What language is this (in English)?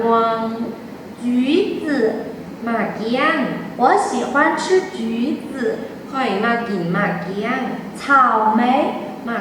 Lao